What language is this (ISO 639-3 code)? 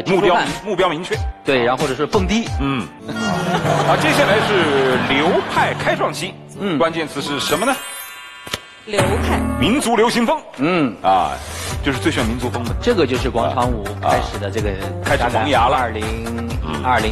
zho